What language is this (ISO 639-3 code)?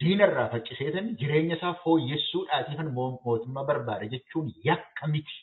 orm